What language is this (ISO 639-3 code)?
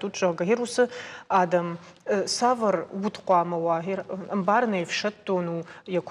oss